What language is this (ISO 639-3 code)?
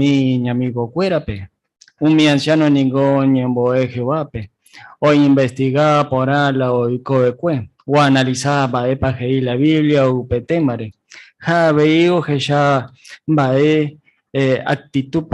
grn